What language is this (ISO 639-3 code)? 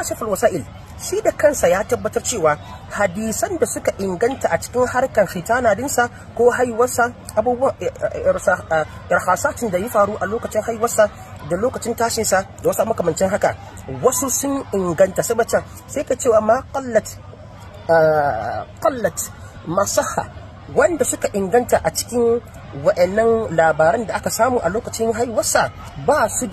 hau